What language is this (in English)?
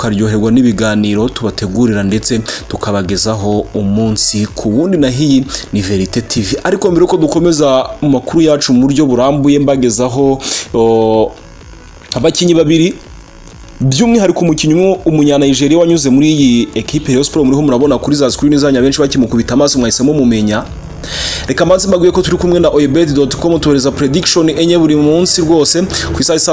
Kinyarwanda